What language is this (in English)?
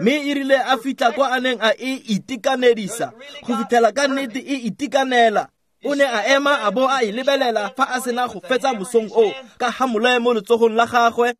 Tswana